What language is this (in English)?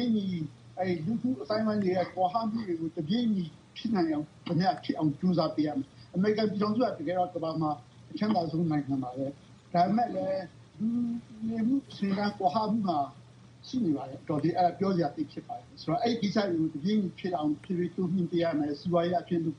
Burmese